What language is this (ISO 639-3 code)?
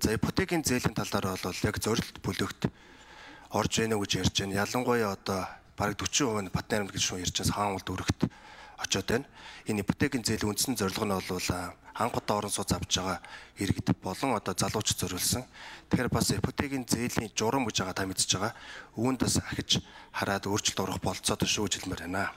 mon